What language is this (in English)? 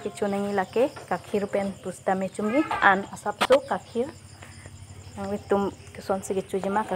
Karbi